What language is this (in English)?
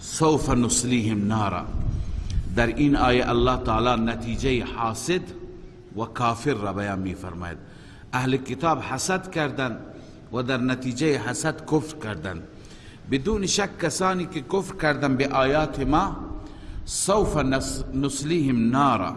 Persian